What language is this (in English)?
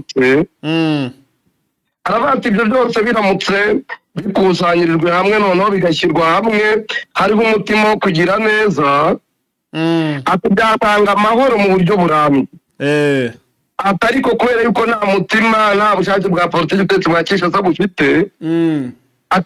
Kinyarwanda